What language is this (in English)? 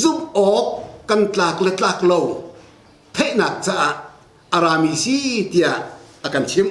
Hakha Chin